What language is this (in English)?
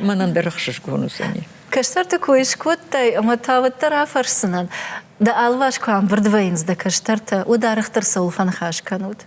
Ossetic